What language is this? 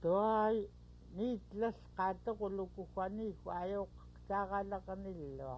Central Yupik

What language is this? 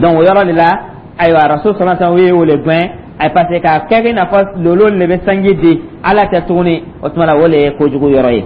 Dyula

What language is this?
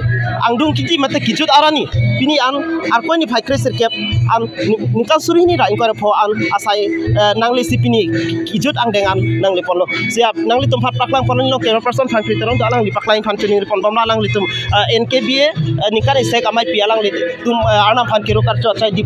Karbi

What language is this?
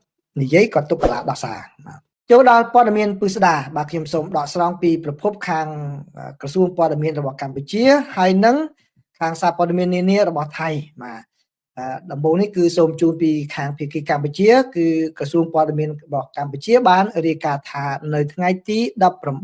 Khmer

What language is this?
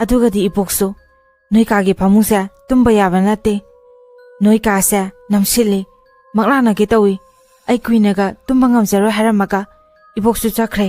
Manipuri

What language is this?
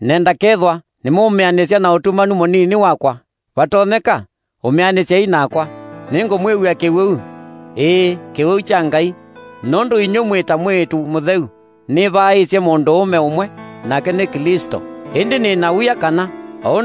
Kamba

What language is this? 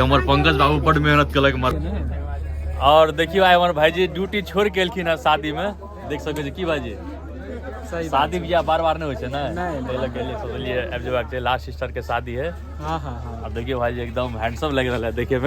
Maithili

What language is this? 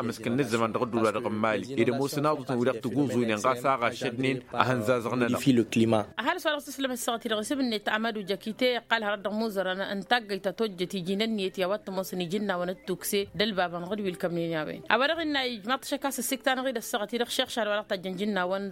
Tamasheq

